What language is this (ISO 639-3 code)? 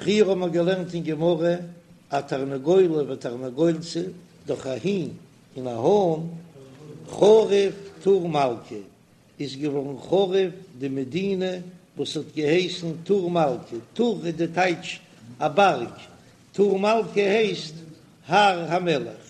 yid